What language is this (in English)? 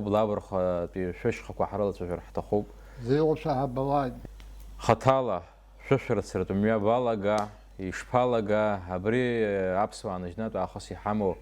Abkhazian